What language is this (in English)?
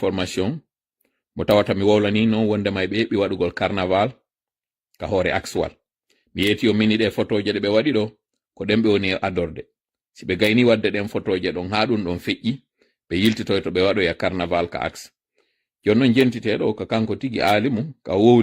Pular